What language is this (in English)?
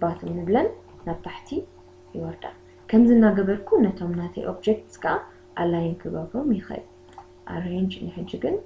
Tigrinya